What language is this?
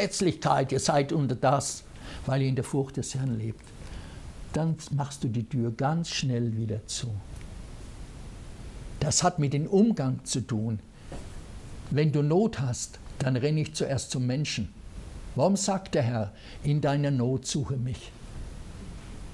German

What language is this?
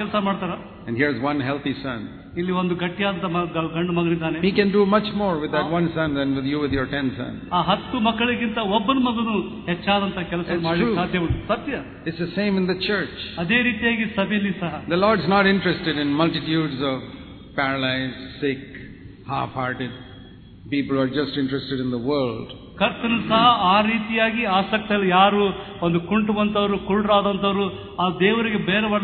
Kannada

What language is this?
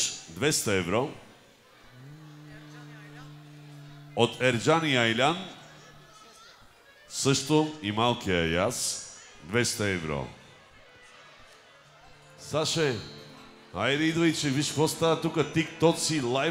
Bulgarian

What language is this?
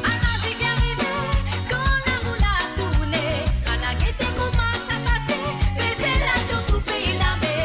Morisyen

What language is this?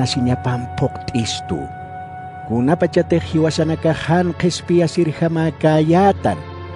Aymara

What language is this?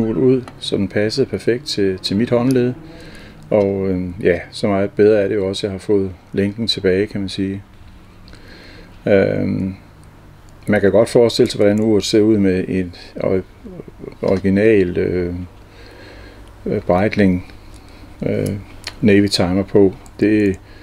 Danish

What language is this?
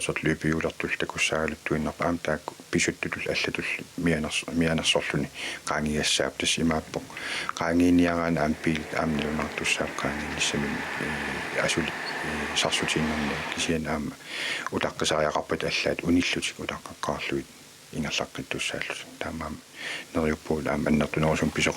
Kalaallisut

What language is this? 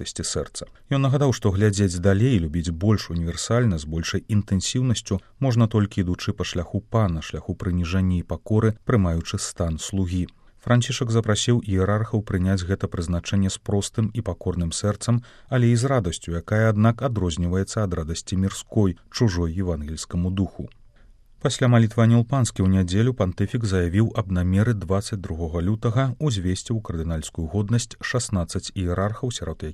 Belarusian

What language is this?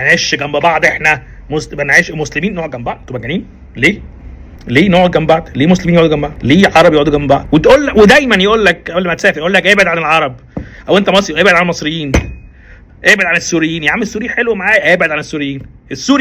Egyptian Arabic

